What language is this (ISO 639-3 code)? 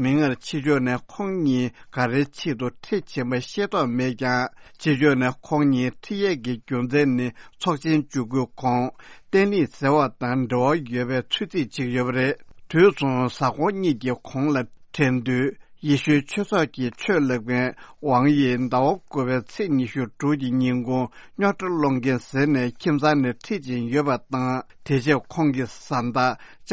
bod